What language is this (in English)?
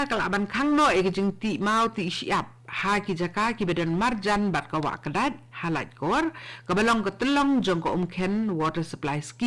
Khasi